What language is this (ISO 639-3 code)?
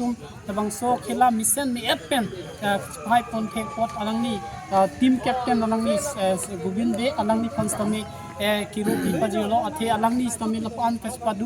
mjw